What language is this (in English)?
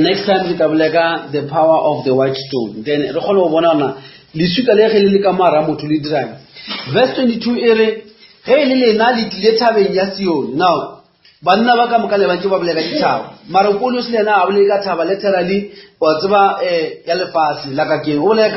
Northern Sotho